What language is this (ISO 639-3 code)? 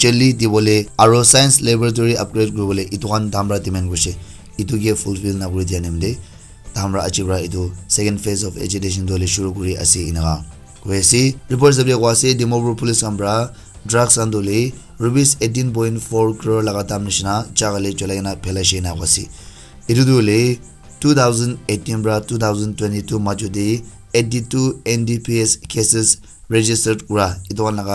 nag